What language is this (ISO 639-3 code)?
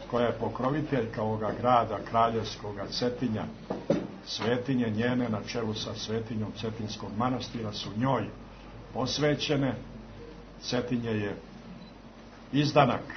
srp